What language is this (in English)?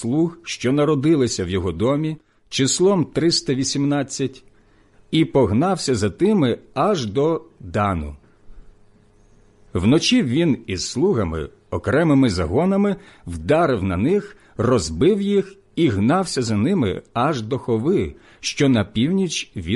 Ukrainian